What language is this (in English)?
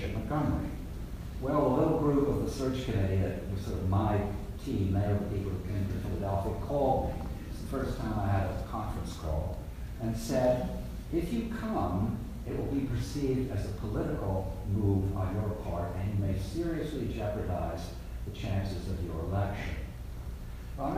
English